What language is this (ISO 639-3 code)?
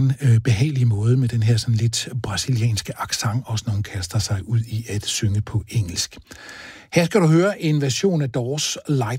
dan